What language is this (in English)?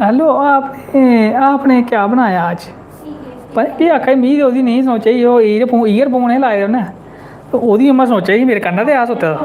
Dogri